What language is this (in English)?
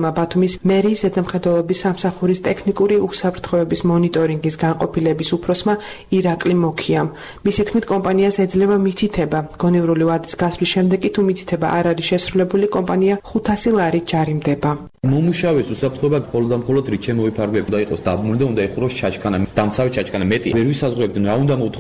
Georgian